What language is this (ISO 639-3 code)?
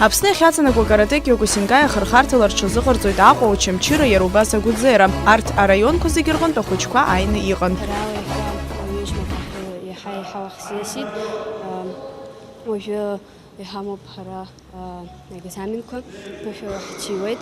abk